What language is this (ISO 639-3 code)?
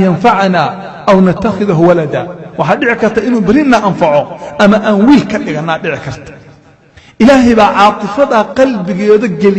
som